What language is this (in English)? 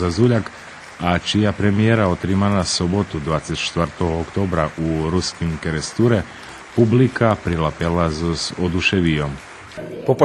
Rusyn